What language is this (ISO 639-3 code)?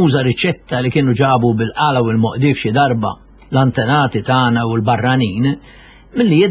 mlt